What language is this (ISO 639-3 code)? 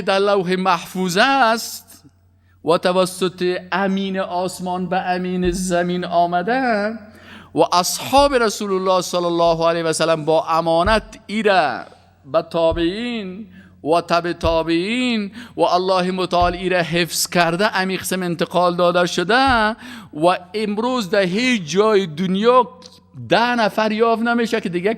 fas